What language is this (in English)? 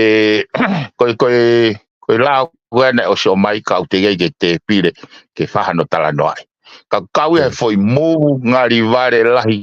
Tongan